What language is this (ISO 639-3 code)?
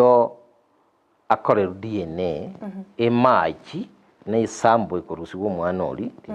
guz